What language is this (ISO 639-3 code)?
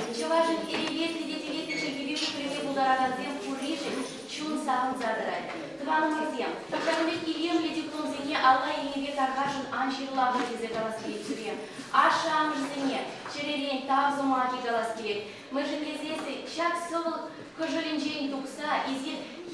chv